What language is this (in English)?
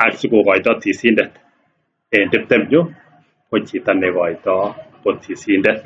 Kalenjin